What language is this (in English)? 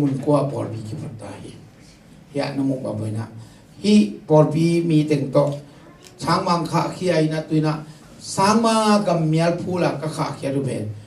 Tedim Chin